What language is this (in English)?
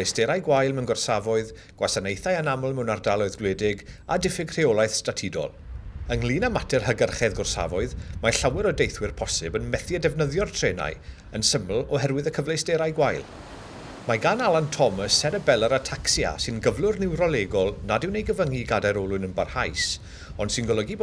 Welsh